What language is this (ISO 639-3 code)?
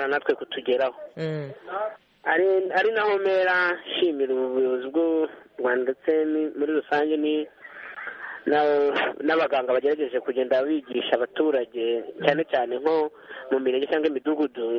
kin